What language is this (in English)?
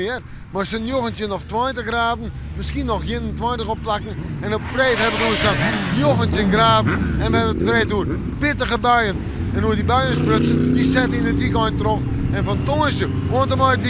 Western Frisian